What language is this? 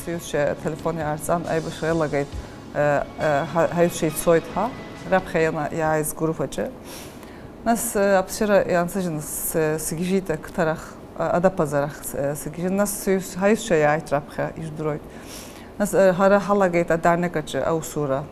Abkhazian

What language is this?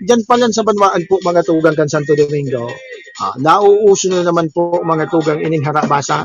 Bikol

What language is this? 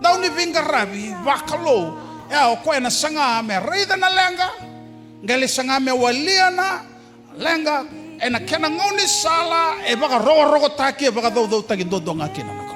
Fijian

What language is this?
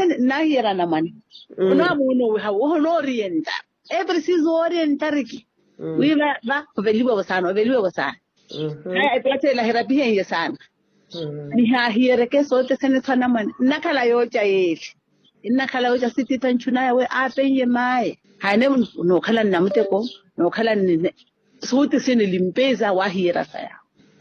Makhuwa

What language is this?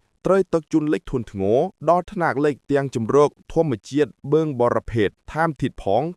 Khmer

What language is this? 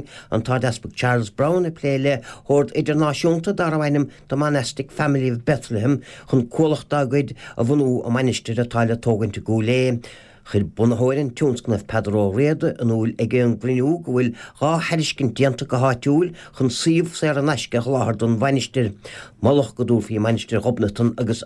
Irish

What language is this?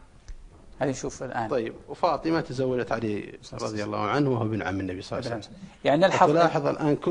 Arabic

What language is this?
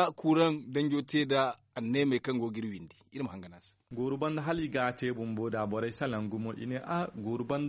Zarma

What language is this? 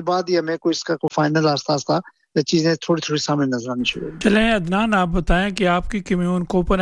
Urdu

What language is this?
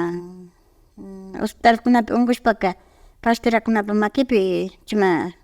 Imbabura Highland Quichua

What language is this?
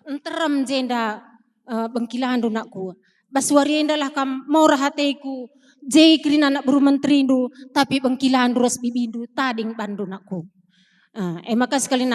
Batak Karo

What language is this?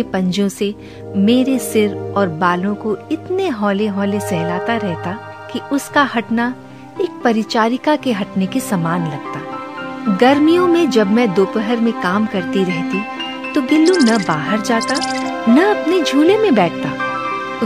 Hindi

